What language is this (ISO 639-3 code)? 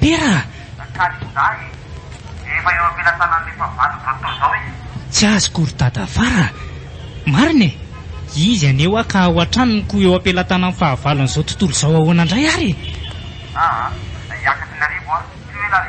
mlg